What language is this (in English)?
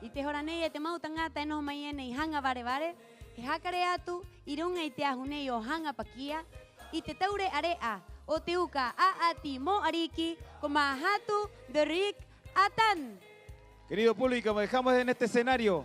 Rapanui